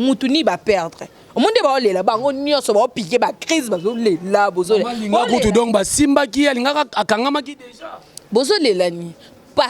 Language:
Lingala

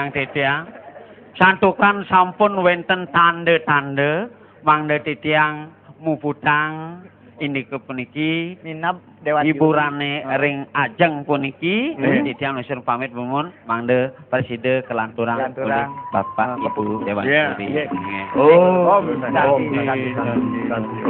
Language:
Balinese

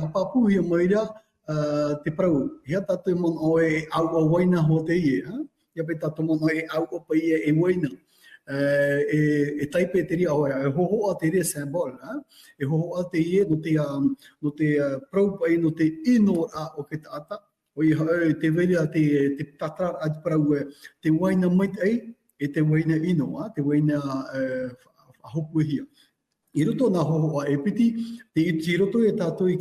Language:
Tahitian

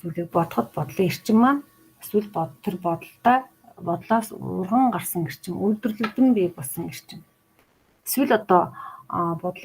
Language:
Mongolian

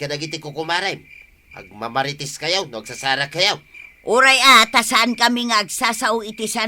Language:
Iloko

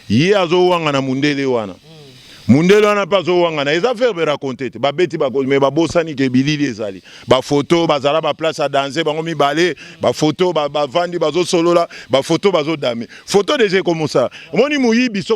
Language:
Lingala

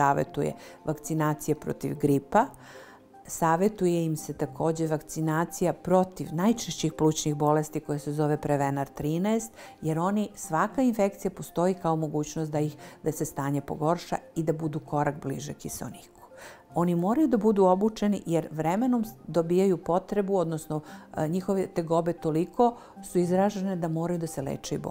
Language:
Serbian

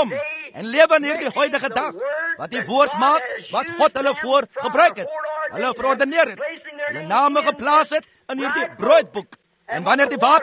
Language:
Afrikaans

